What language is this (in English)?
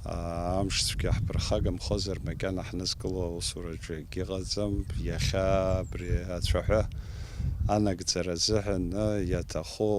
Abkhazian